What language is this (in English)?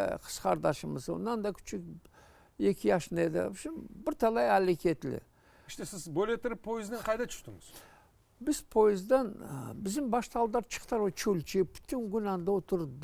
Crimean Tatar